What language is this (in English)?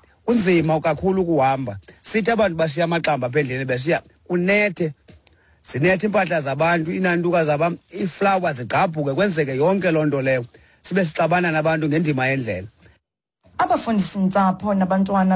Xhosa